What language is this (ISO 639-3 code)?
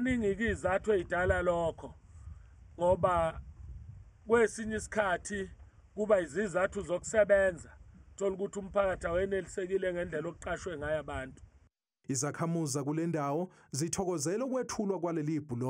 zul